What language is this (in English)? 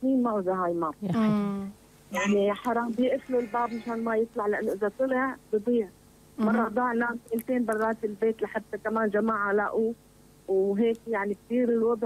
North Levantine Arabic